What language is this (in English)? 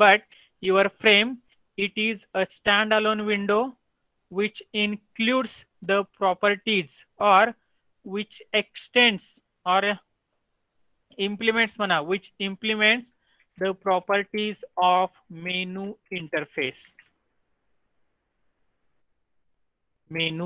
Marathi